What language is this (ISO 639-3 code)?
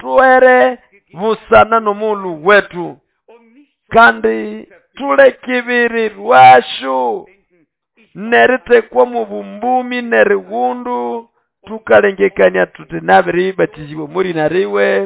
nnb